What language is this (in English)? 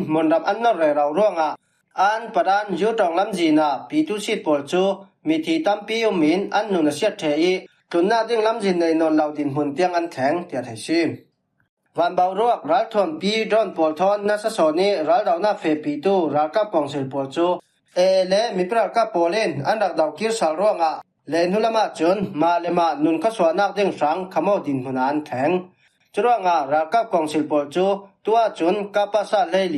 Falam Chin